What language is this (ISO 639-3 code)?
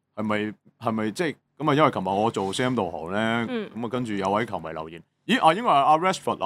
yue